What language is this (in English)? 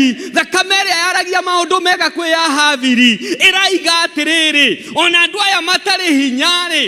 Kikuyu